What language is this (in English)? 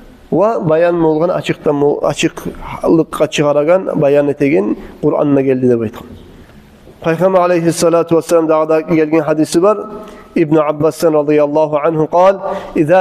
Kumyk